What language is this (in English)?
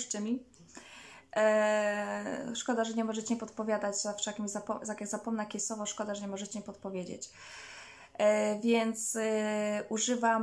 Polish